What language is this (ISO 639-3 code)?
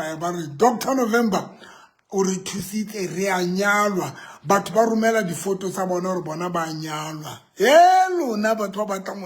sot